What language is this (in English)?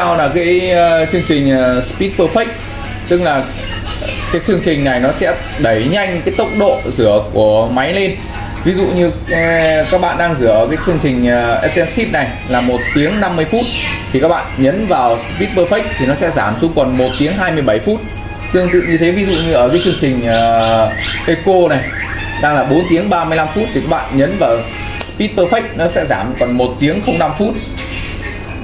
Vietnamese